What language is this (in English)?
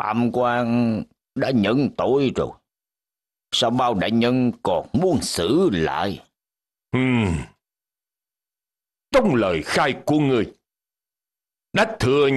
Vietnamese